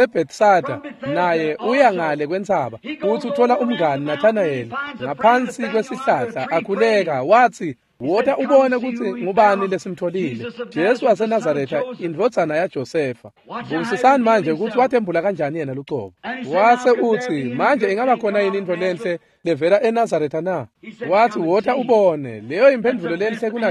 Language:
Swati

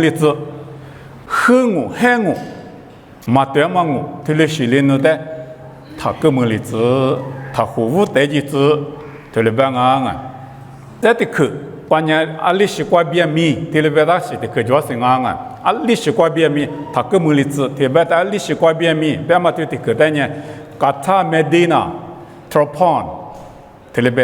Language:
Lisu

